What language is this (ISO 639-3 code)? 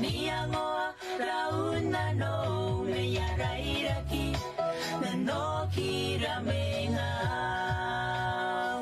gil